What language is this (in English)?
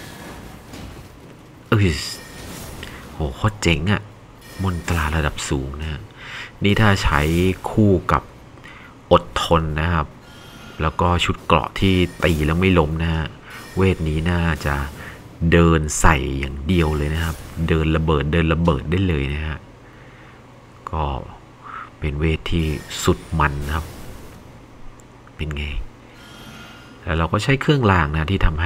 Thai